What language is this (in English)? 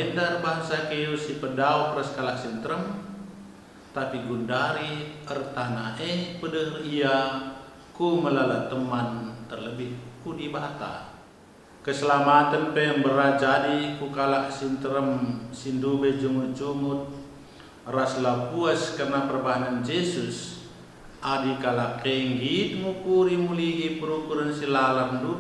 Batak Karo